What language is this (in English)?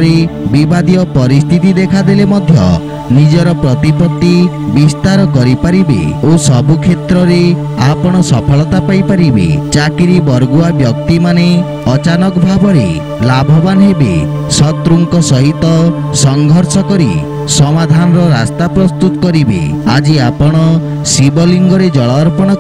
Odia